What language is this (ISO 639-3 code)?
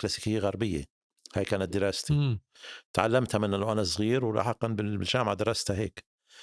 apc